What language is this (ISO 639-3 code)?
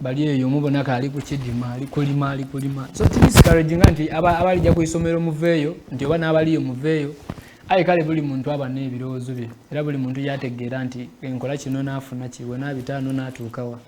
xog